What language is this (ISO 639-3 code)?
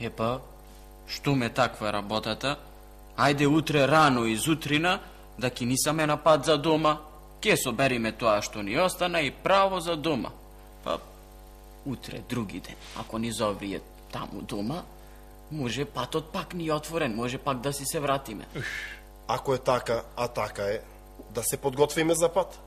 mkd